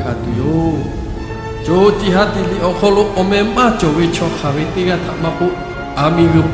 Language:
Lahu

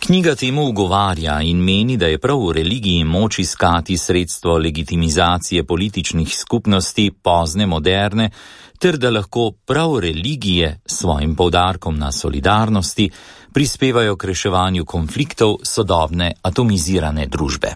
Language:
Slovenian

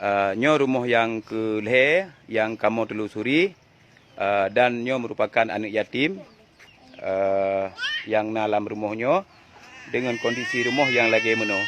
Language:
Achinese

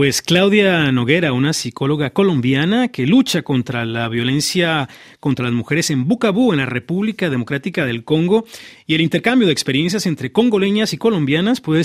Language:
Spanish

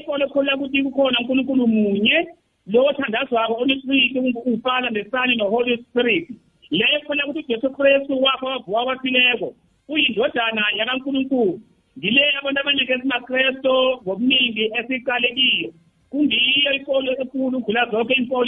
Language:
South Ndebele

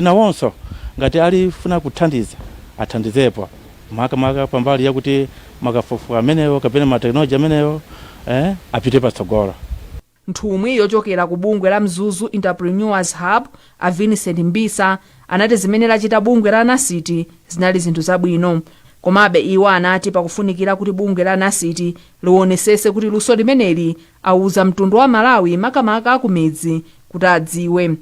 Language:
Nyanja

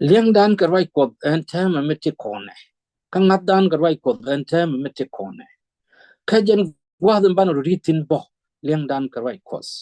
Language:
Nuer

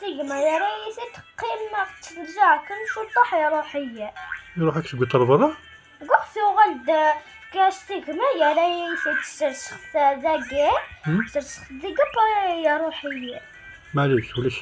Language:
Kabyle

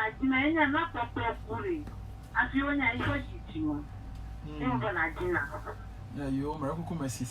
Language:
Ewe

